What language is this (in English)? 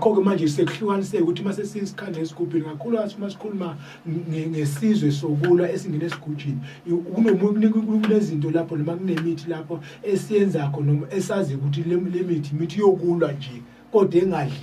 Zulu